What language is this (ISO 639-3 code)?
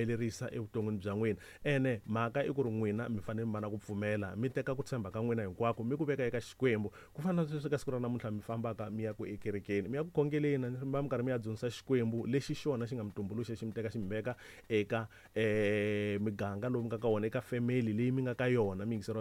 tso